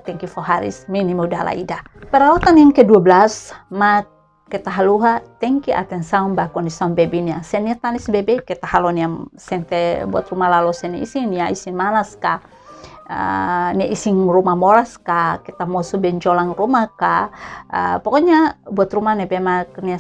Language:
Tetum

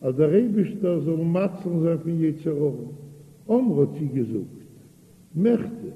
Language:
Yiddish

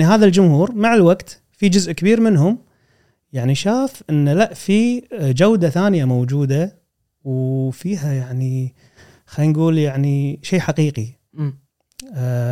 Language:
Gulf Arabic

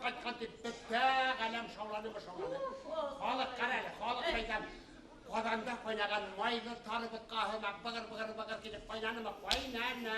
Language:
Bashkir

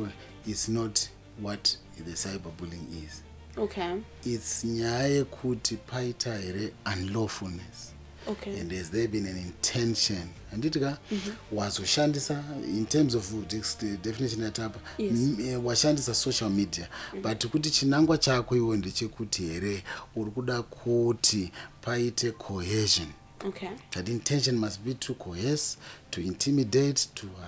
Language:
Shona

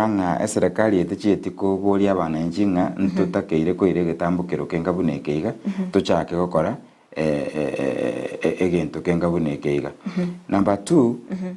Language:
Gusii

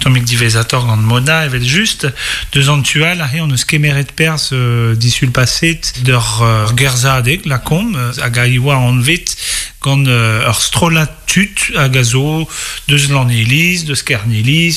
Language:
Breton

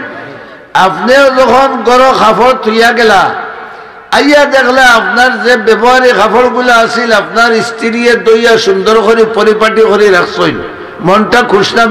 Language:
Sylheti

